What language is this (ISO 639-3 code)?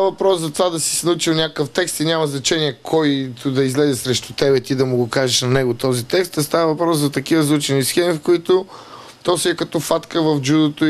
bul